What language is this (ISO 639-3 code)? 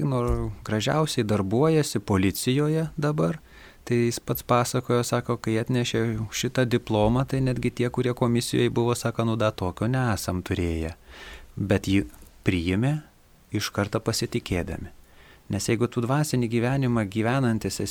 lit